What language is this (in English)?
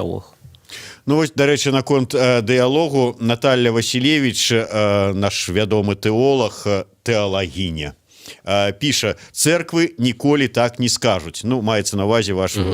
Belarusian